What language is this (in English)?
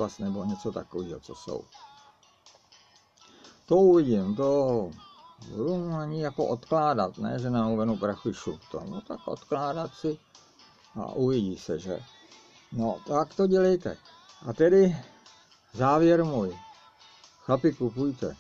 Czech